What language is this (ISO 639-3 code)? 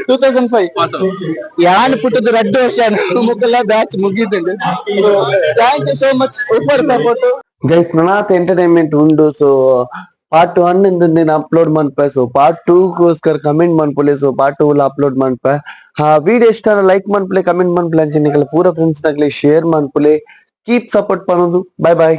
tcy